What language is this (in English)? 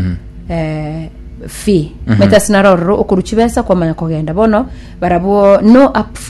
Gusii